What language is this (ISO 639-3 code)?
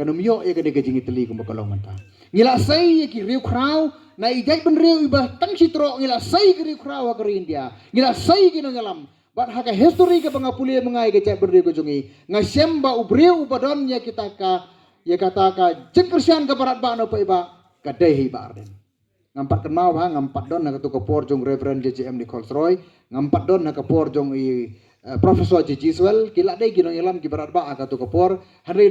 kha